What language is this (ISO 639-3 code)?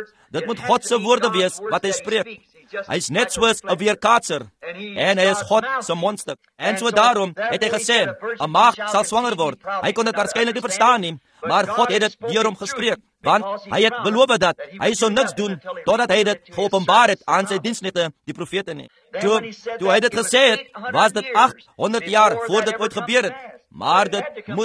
afr